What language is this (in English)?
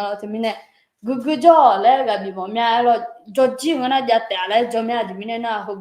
Akha